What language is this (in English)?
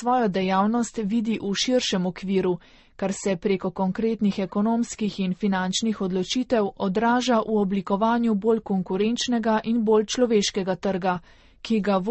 Slovenian